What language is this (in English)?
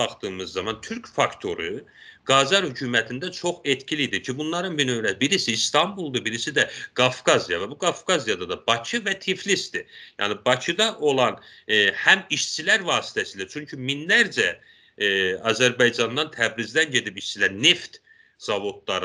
South Azerbaijani